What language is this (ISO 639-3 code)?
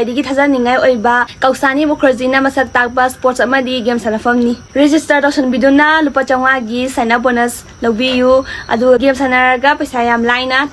mni